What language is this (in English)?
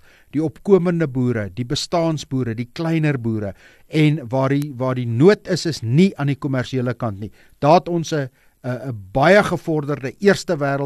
Afrikaans